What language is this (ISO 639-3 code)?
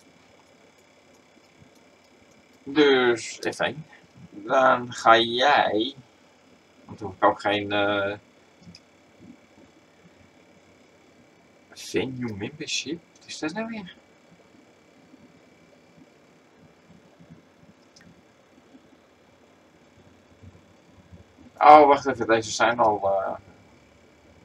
nld